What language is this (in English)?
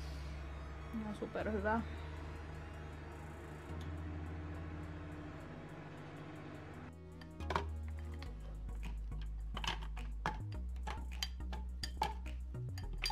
Finnish